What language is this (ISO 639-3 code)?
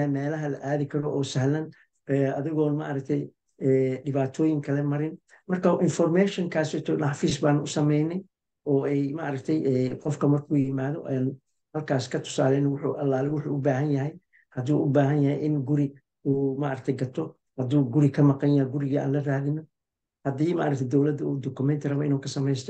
som